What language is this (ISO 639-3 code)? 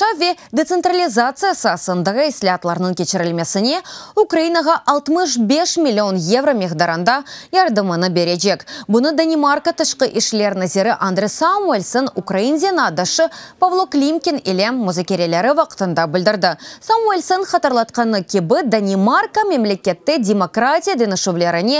crh